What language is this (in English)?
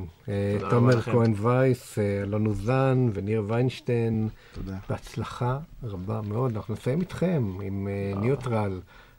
Hebrew